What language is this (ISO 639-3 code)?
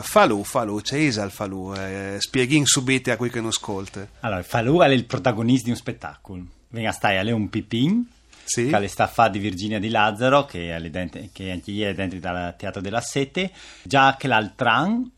fur